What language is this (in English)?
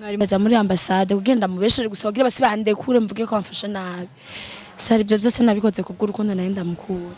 Rundi